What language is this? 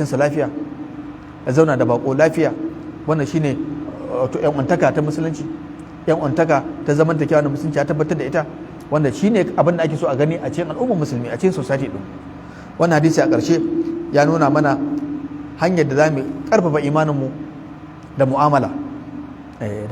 Hausa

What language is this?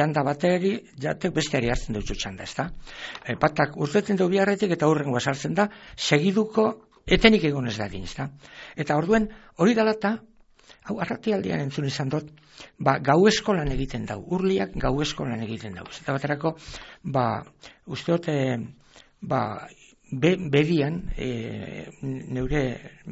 Basque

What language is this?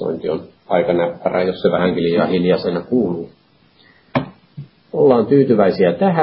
Finnish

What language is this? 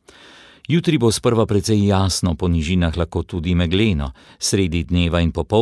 Slovenian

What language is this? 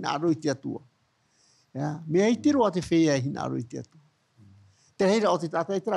Tahitian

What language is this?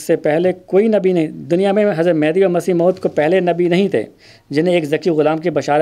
Urdu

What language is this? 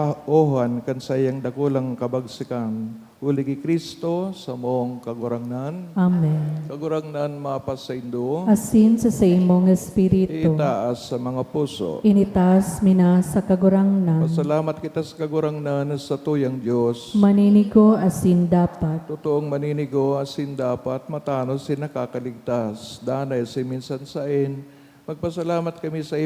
Bikol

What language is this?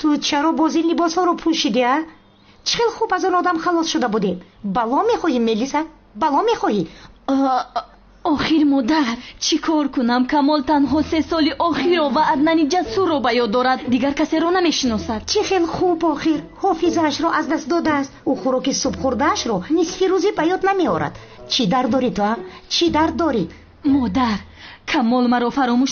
Tajik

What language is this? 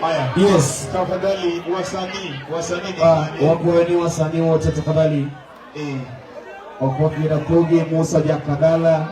Luo (Kenya and Tanzania)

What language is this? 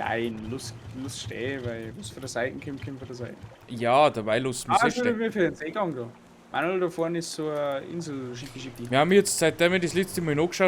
Bavarian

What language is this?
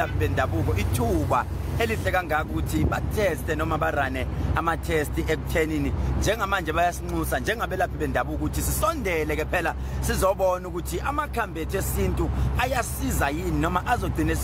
Zulu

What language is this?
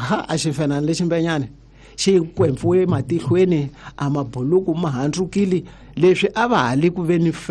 Tsonga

